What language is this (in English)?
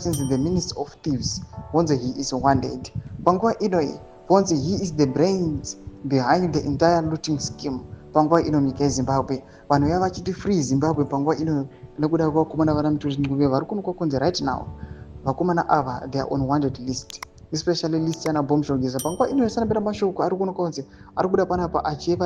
Shona